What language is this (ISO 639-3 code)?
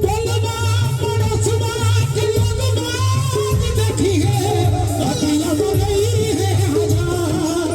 mai